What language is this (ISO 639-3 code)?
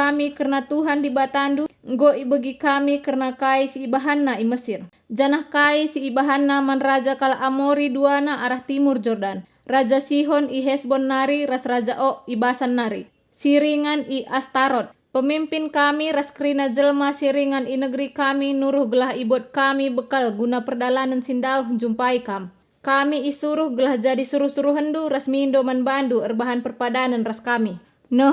btx